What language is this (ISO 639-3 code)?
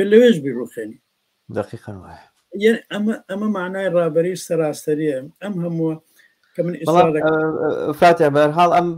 ckb